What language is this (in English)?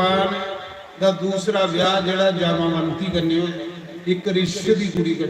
Dogri